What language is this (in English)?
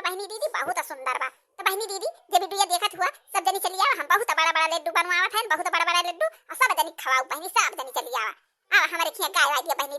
Awadhi